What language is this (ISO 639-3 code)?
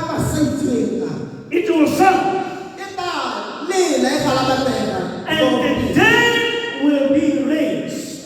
tsn